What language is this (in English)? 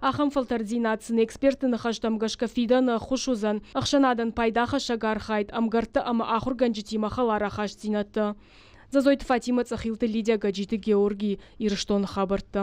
Ossetic